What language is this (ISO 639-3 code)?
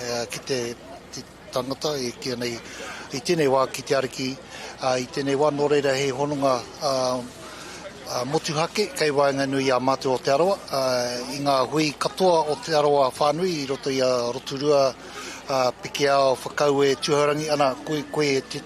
mri